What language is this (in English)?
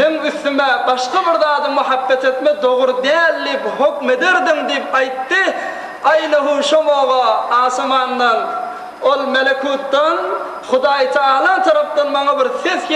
Turkmen